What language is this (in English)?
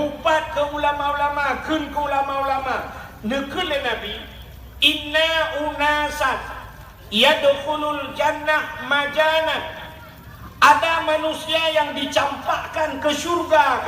Achinese